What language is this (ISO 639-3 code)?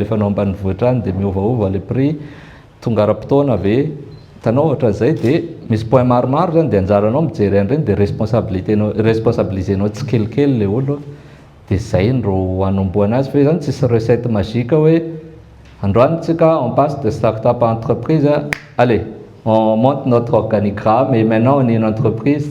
mlg